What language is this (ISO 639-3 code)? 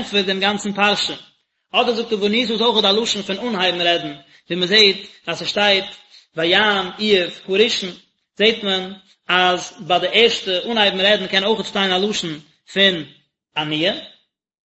yid